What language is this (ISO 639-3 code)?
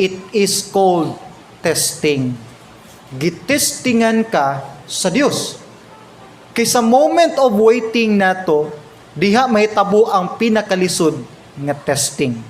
ceb